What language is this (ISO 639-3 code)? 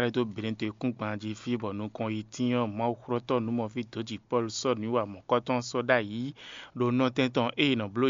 fon